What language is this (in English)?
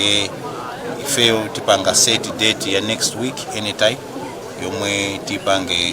Nyanja